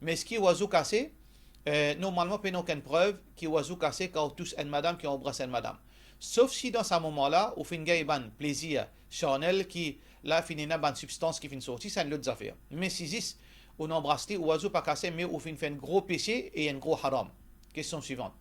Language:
Morisyen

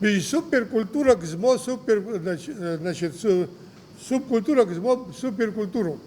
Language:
Abkhazian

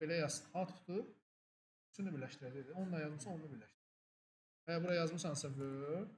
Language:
Azerbaijani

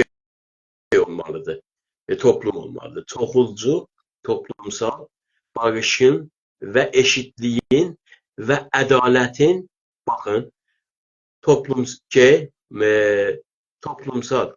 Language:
South Azerbaijani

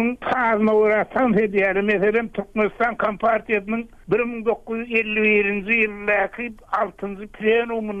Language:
Turkmen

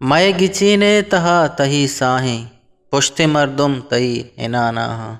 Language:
Eastern Balochi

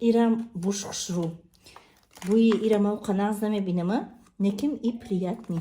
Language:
Tajik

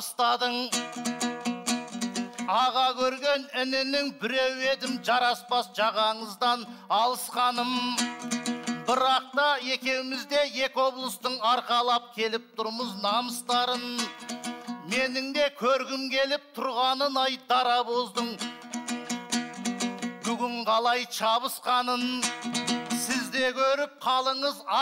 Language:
Kazakh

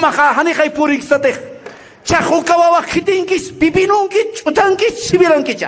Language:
Aymara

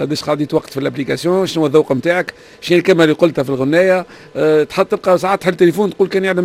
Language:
Tunisian Arabic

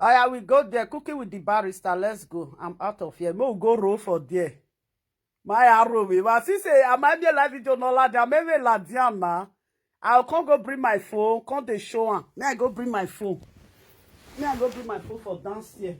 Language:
Nigerian Pidgin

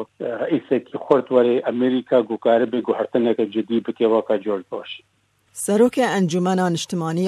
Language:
Kurdish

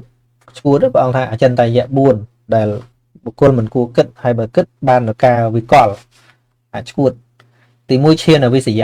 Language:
Khmer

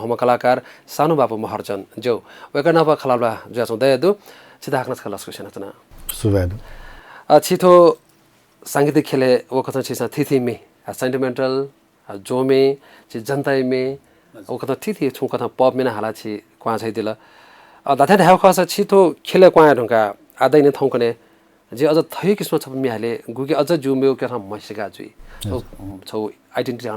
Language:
Newari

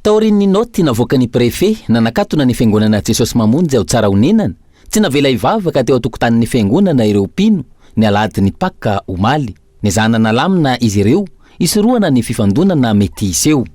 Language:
Malagasy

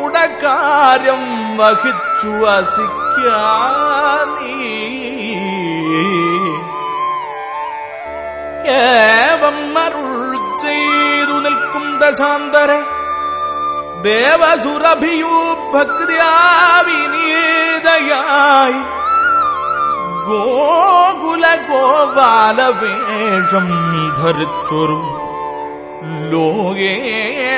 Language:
Malayalam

